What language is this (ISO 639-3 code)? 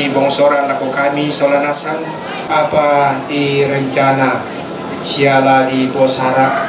sda